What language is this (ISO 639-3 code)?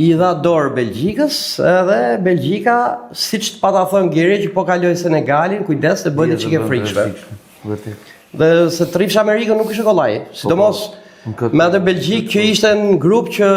sqi